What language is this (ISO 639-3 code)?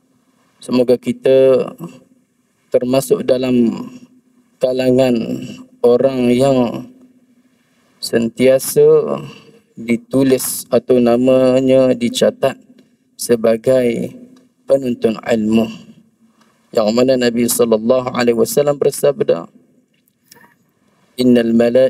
msa